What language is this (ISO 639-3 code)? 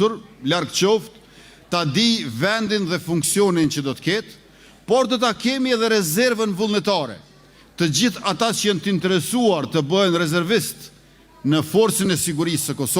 sqi